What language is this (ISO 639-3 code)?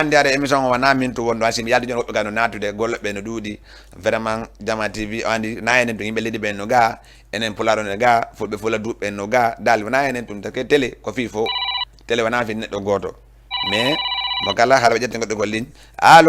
ful